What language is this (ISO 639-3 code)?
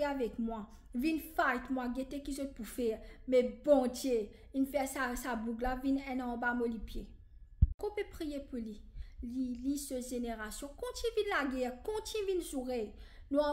mfe